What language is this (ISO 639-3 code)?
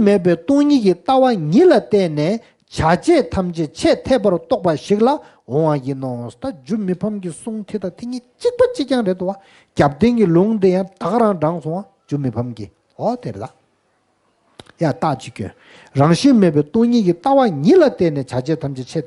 bod